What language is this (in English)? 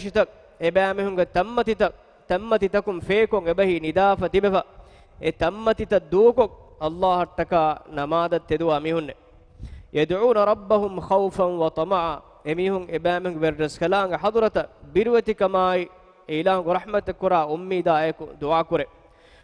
Divehi